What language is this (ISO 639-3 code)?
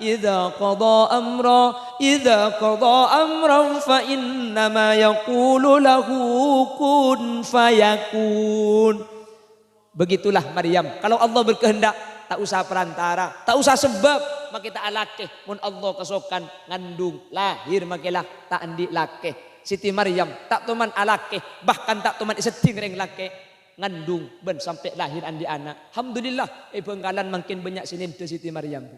mad